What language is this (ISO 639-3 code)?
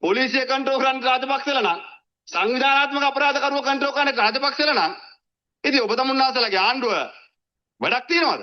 sin